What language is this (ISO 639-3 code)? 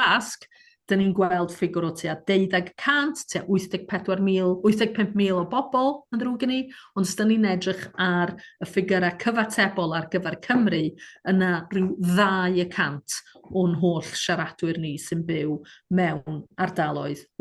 cym